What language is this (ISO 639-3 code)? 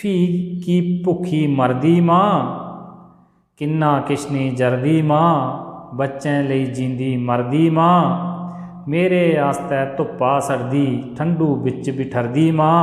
doi